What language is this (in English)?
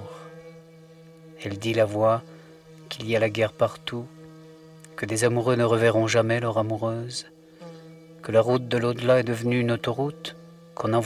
French